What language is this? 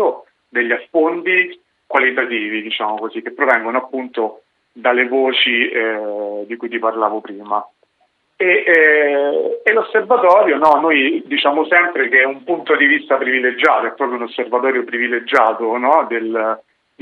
Italian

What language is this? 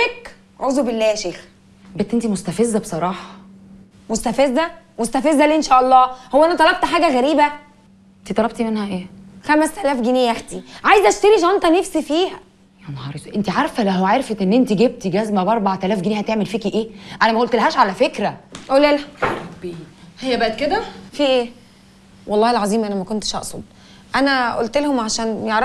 Egyptian Arabic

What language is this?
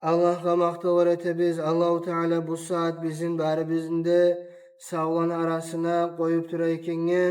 Kumyk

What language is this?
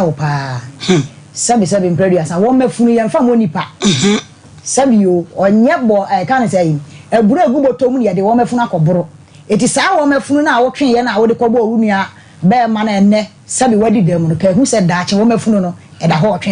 Akan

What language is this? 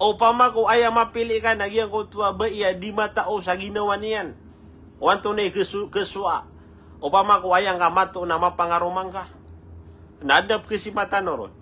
Maranao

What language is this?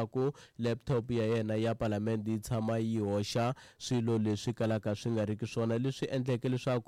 Tsonga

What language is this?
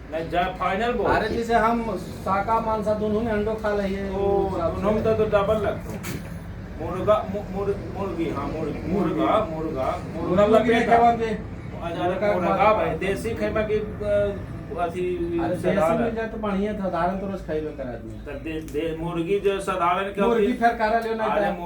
Magahi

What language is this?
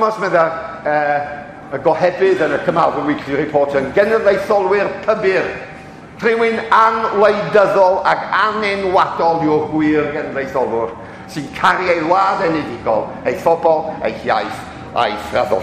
Welsh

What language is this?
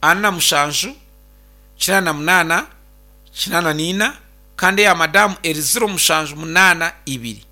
Nyankole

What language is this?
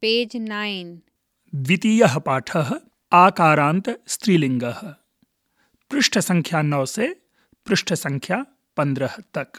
Sanskrit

